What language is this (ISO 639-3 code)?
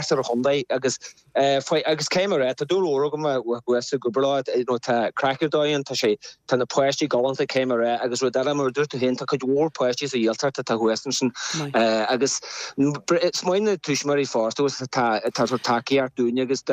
gle